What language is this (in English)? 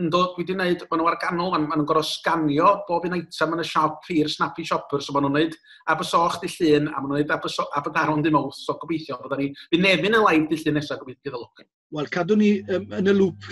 Welsh